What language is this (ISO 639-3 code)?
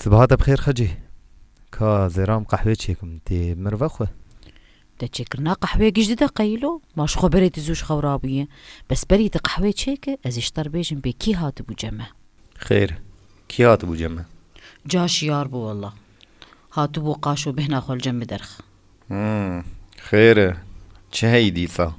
kur